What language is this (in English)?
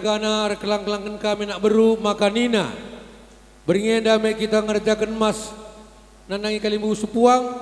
Batak Karo